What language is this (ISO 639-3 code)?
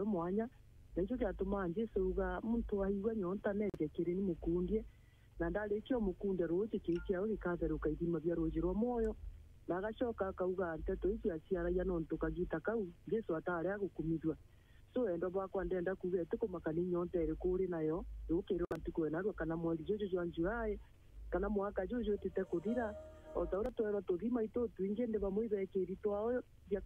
mer